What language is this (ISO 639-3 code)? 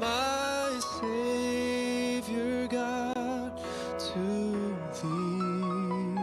ewe